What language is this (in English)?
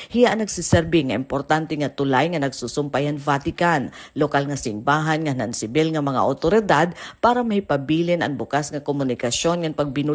Waray